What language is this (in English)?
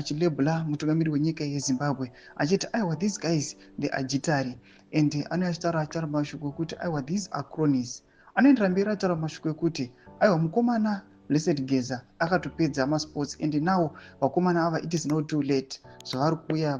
Shona